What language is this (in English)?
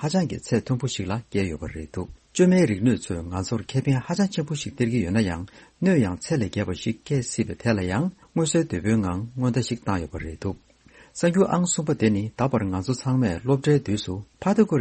Tibetan